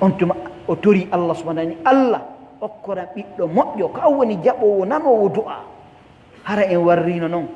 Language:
Pular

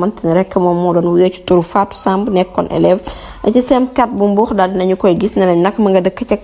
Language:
Wolof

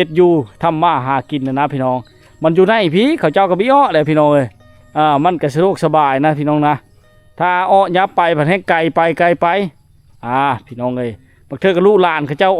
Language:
Lao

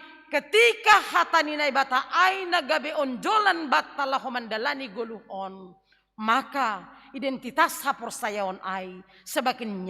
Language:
Batak Simalungun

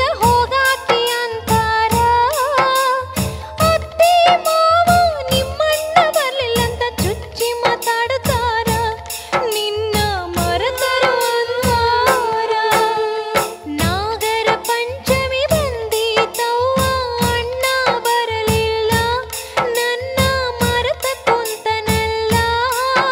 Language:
Kannada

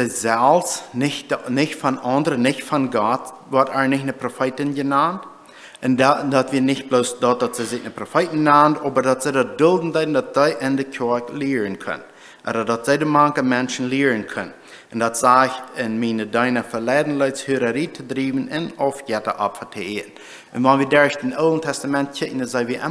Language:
Plautdietsch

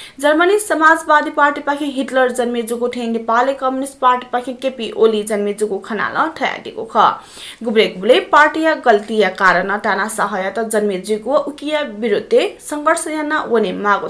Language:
Newari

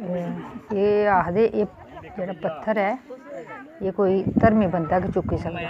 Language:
Dogri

